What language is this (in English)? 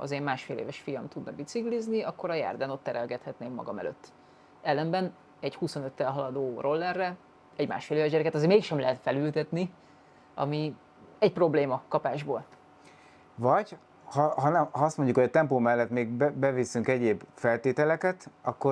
Hungarian